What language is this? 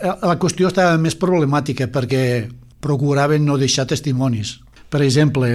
Catalan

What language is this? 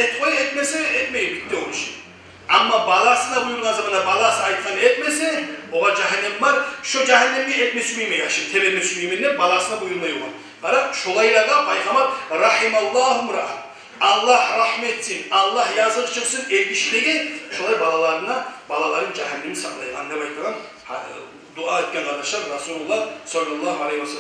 Kumyk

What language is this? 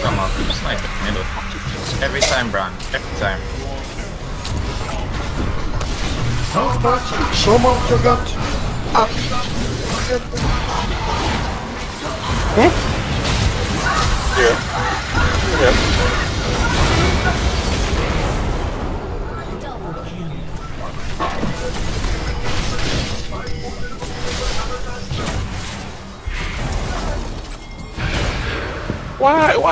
English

